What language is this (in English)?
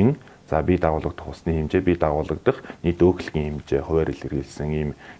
Mongolian